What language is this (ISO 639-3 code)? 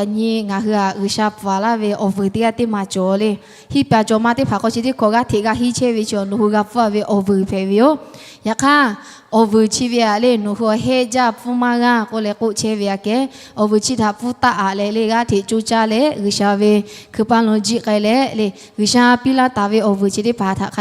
lhu